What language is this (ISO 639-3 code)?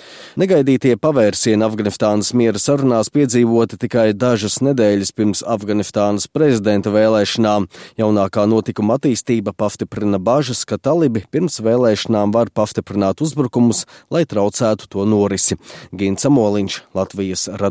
lav